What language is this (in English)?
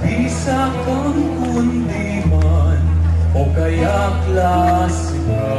Pampanga